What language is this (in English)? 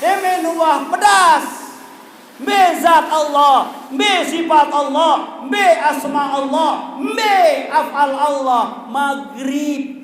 Sasak